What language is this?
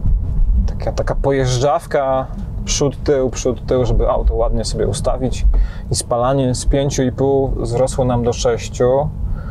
Polish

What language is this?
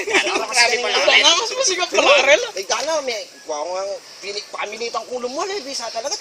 Pampanga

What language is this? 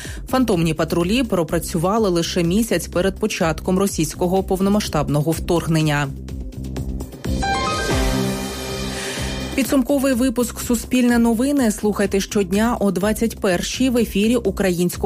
Ukrainian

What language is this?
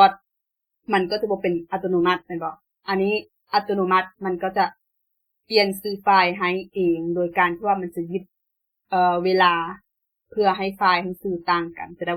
Lao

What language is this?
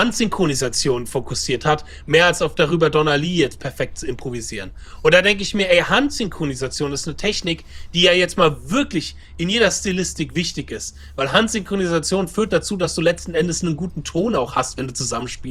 German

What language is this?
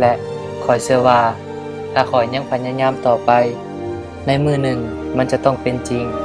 Lao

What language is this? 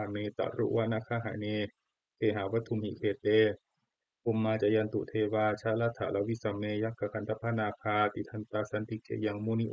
Pali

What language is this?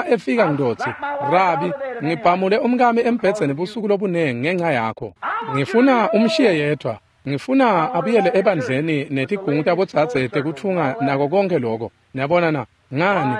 Swati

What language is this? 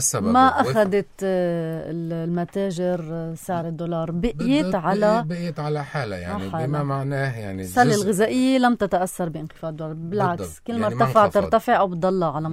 North Levantine Arabic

